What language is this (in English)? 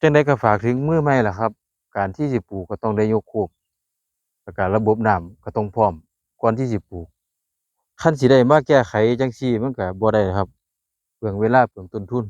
Northeastern Thai